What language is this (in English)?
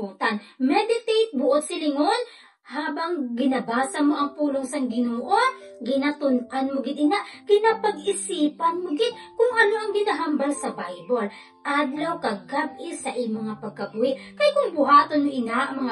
Hiligaynon